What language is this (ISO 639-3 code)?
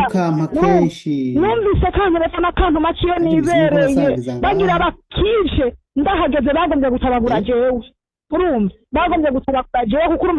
run